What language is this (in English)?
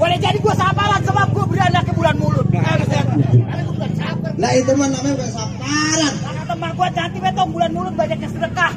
Betawi